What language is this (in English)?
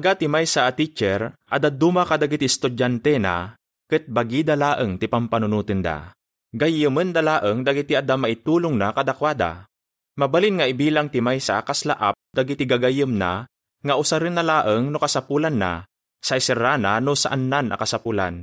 Iloko